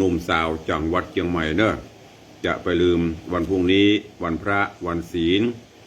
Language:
Northern Thai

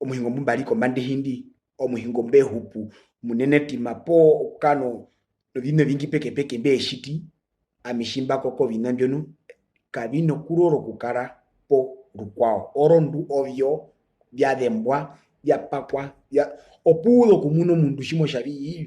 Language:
Herero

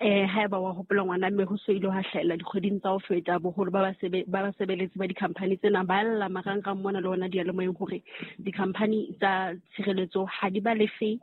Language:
Southern Sotho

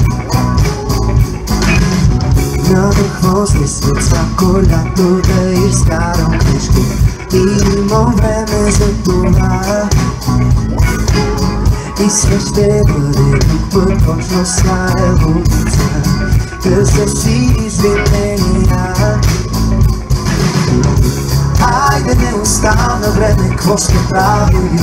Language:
Bulgarian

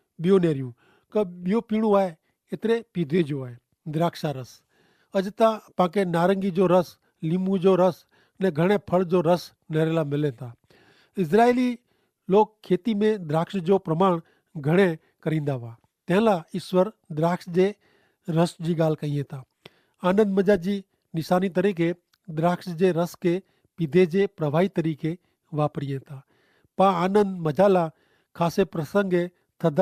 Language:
Kachhi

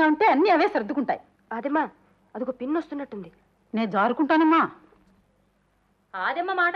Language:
Telugu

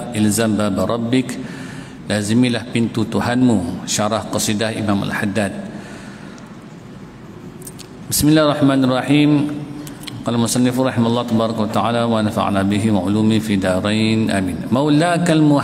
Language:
Malay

